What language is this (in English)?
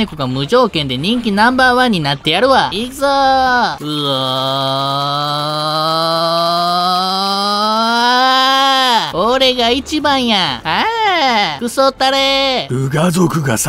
Japanese